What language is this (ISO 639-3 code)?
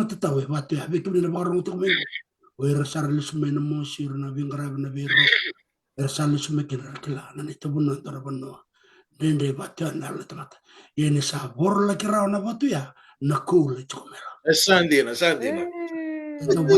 fij